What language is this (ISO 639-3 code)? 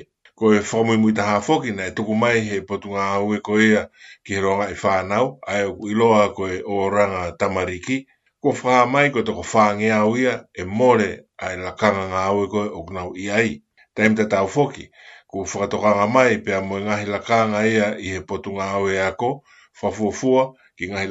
ton